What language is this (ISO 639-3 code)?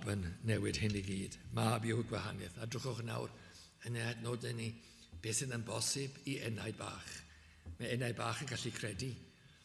cym